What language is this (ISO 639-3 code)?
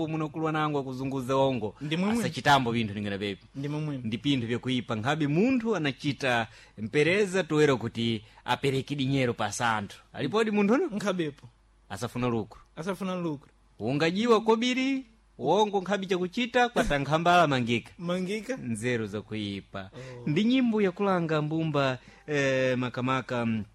seh